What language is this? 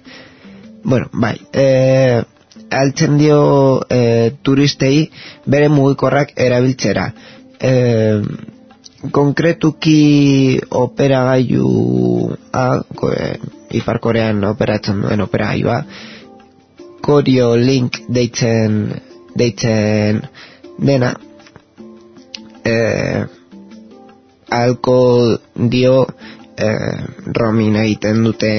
Basque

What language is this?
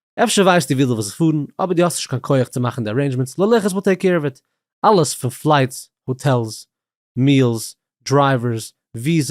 Yiddish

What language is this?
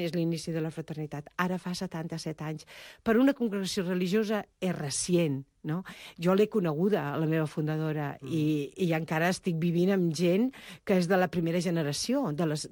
Catalan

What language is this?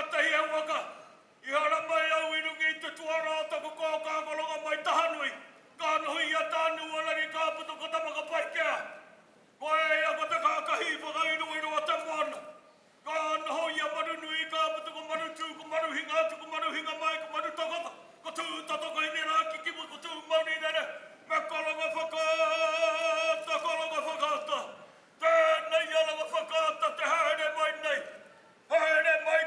Māori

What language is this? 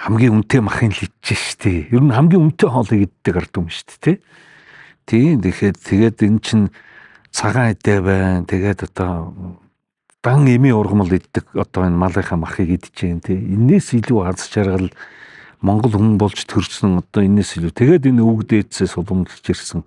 Mongolian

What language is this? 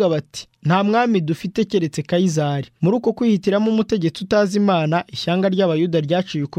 Kinyarwanda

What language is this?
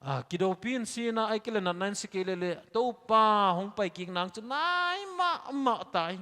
Paite Chin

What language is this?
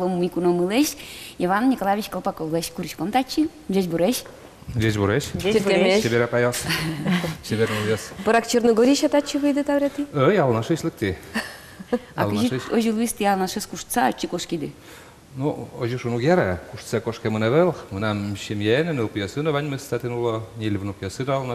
Udmurt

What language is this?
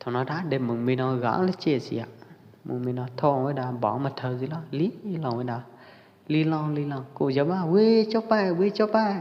Pwo Eastern Karen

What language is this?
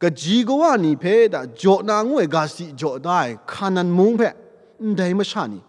Kachin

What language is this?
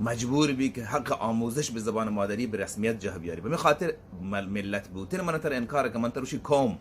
Baluchi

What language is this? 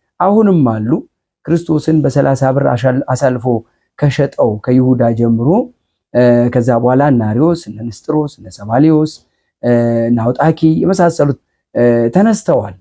Amharic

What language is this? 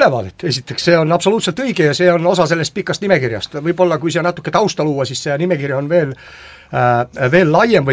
Estonian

